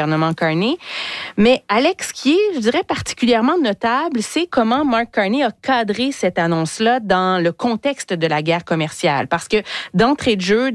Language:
French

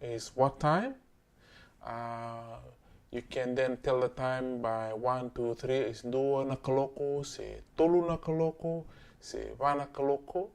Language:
Fijian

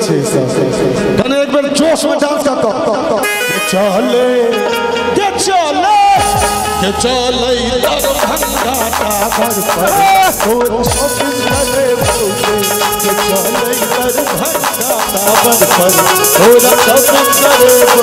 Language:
Maithili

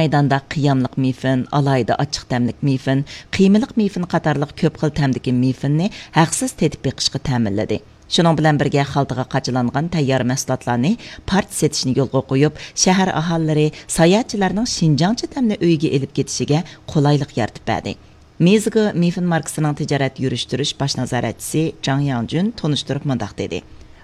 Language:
Uyghur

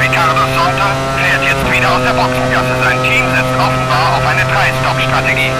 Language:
Bavarian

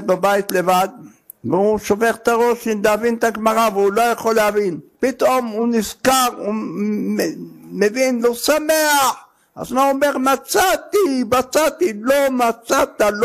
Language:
Hebrew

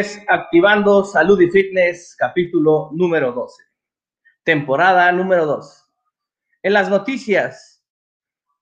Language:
Spanish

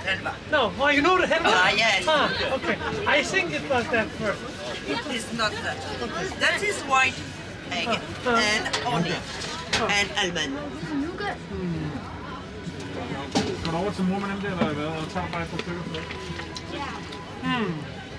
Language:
Danish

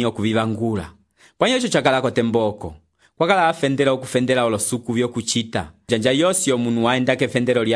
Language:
Umbundu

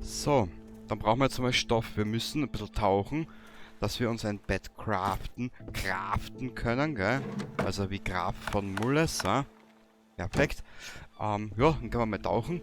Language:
Bavarian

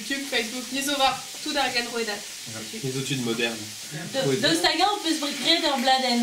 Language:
Breton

